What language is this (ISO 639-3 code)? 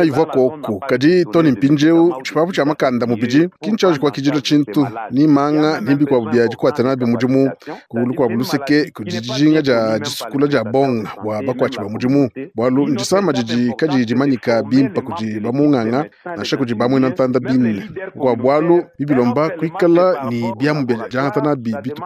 lua